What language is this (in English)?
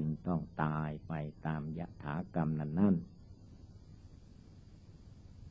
Thai